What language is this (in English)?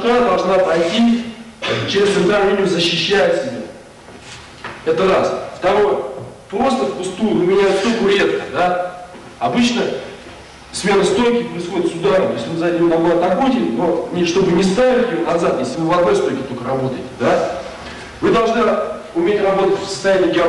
Russian